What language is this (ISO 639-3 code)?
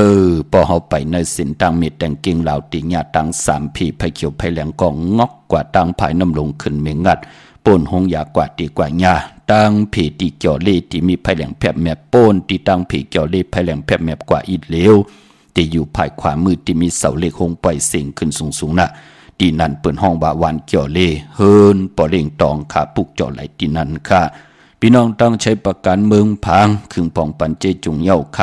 shn